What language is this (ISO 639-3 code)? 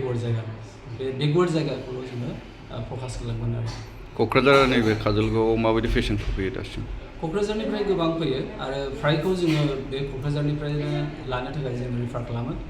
brx